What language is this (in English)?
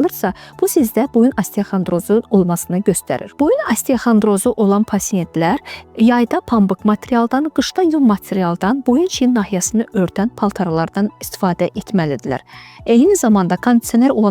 Azerbaijani